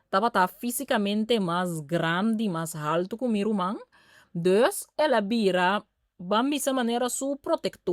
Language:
Papiamento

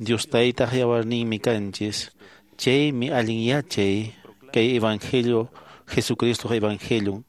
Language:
Quechua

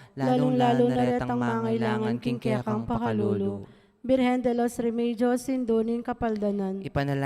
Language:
Pampanga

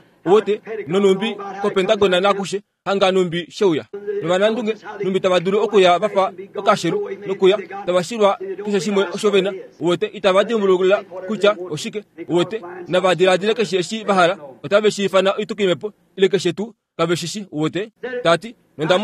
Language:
Kuanyama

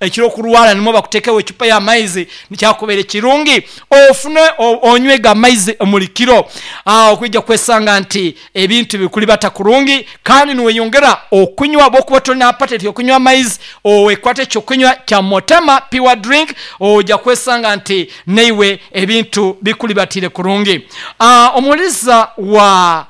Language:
Nyankole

